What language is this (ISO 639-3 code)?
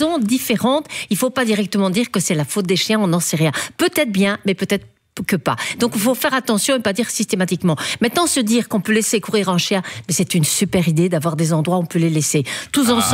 fra